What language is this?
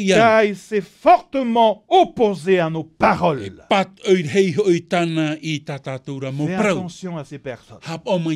Tahitian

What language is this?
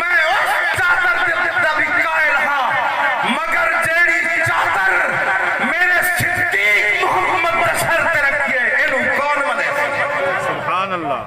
Saraiki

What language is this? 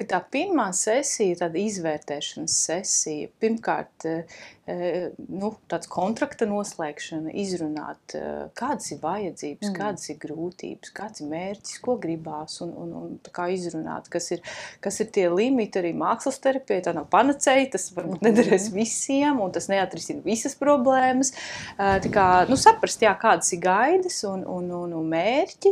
Latvian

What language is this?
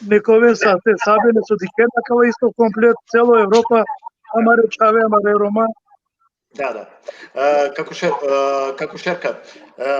Balkan Romani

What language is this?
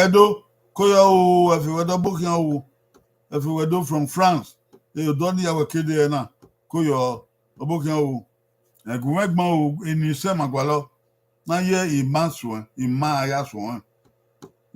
Bini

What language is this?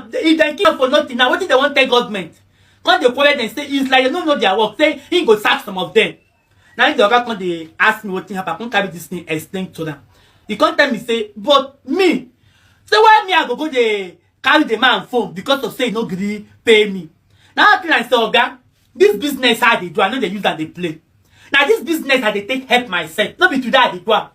Nigerian Pidgin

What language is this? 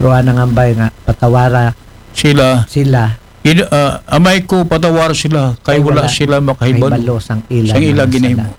Aklanon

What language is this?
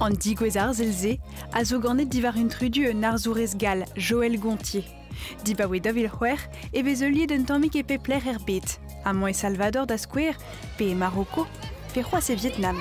Breton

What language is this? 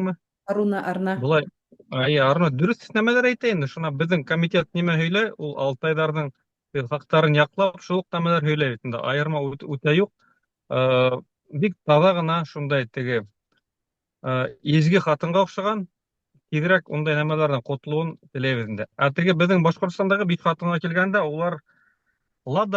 Bashkir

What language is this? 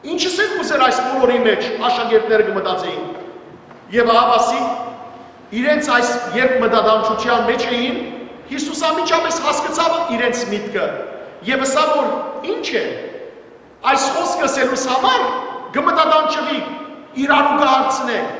Western Armenian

